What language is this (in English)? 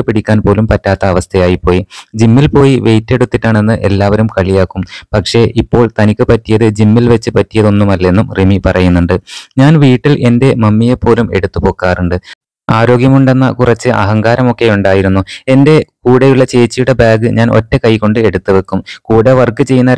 Malayalam